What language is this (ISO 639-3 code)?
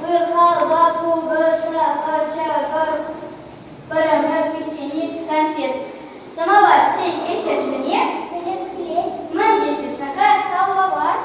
chv